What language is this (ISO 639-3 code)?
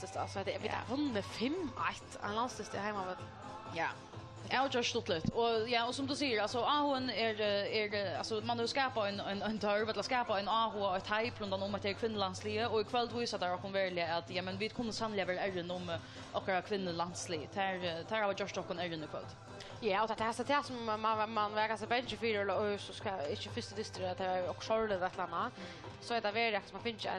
fao